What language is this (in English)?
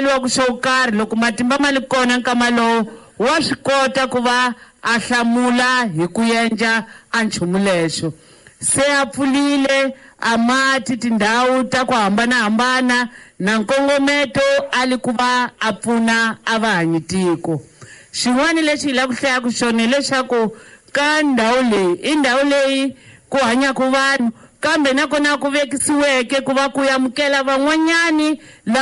Tsonga